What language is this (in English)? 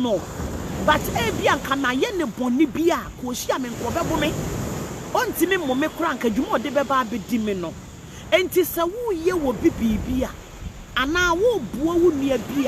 Akan